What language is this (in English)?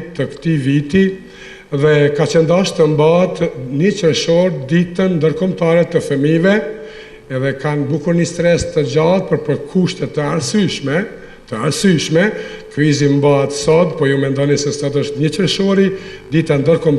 Albanian